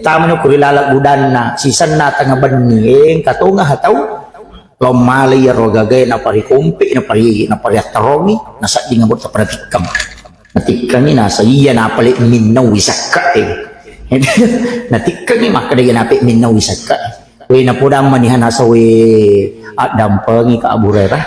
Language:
Buginese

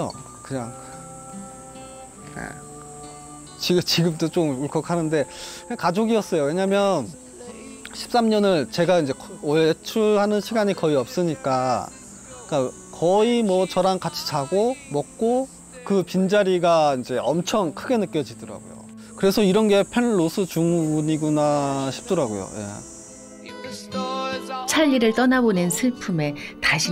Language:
Korean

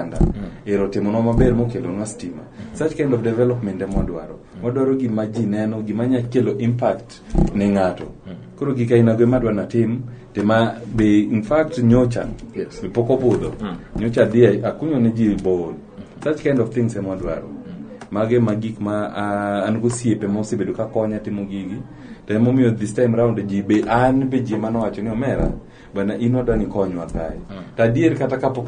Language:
Luo (Kenya and Tanzania)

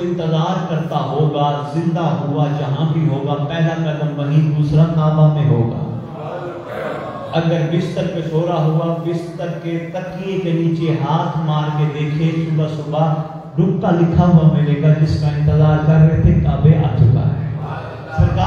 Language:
Urdu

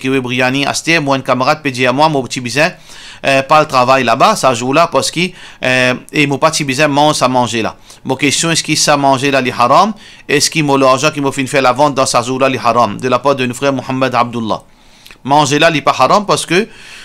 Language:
Morisyen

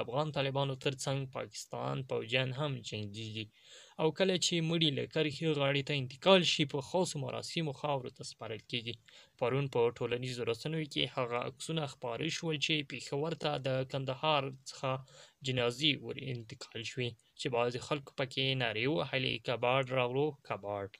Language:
Pashto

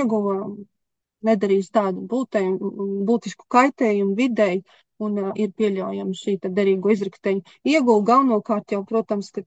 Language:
Latvian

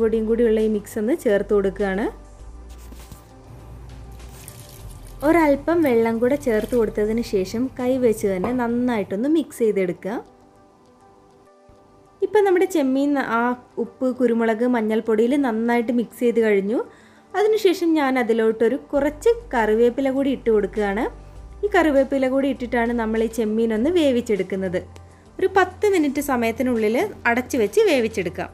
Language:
Malayalam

